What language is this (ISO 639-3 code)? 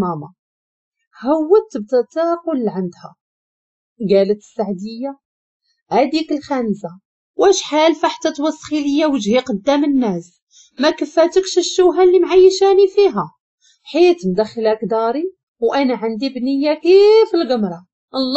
ary